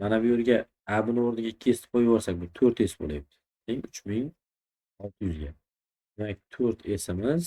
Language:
Uzbek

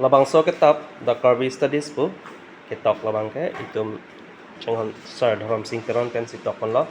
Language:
Karbi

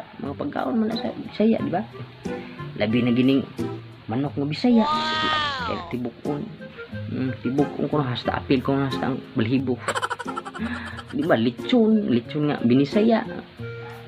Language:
Cebuano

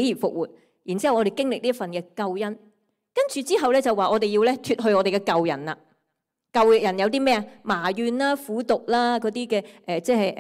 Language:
Cantonese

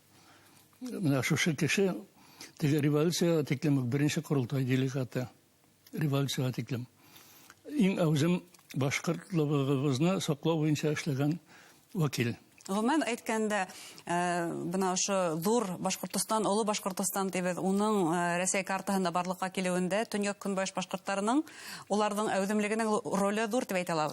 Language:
Bashkir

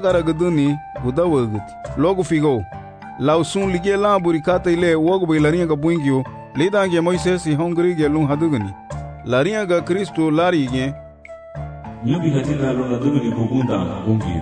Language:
Garifuna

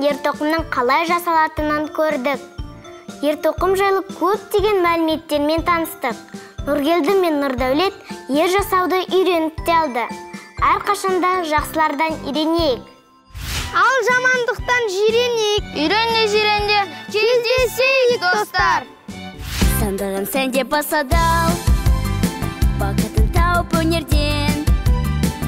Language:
Kazakh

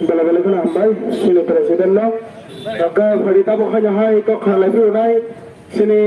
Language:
Kok Borok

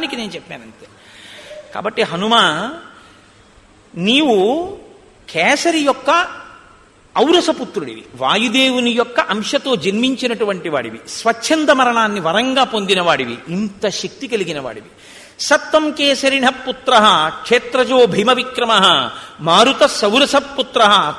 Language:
Telugu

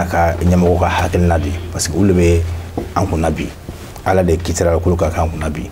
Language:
Bambara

